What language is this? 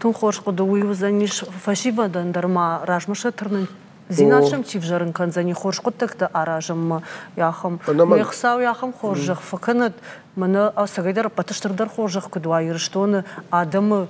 Ossetic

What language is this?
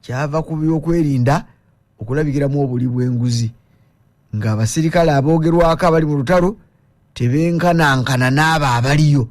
Ganda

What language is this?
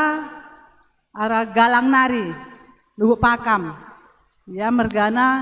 Batak Karo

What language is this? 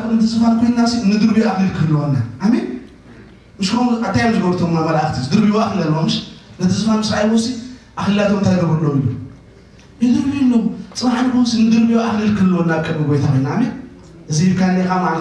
Tigrinya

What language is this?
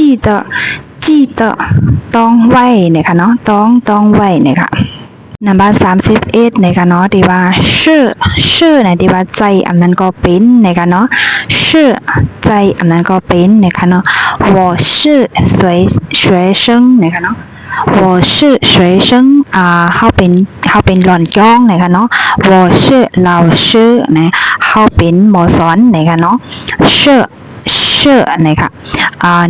Shan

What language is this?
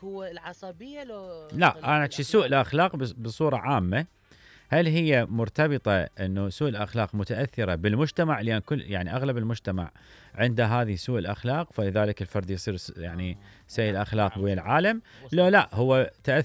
Mesopotamian Arabic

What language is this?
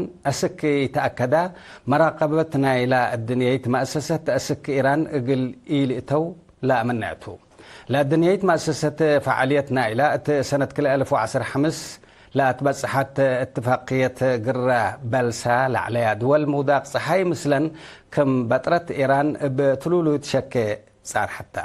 Tigre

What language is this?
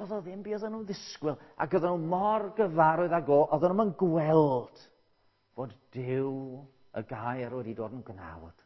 Welsh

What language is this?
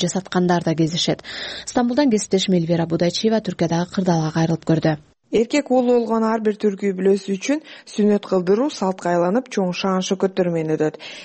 Kyrgyz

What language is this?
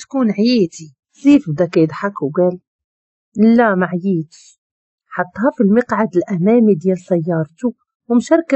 Moroccan Arabic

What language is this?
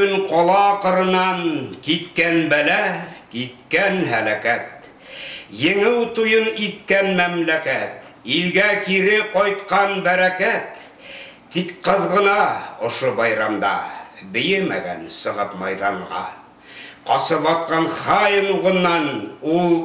Bashkir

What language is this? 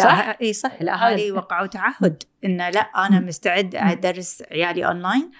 Gulf Arabic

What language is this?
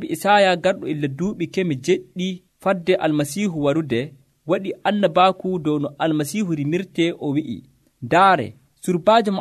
Nigerian Fulfulde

